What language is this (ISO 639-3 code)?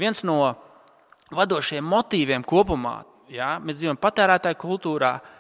lav